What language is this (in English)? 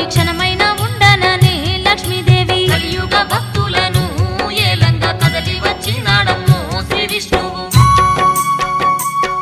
Telugu